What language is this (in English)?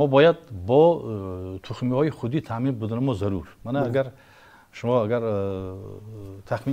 Tajik